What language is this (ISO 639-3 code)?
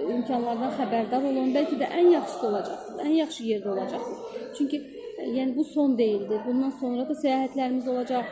aze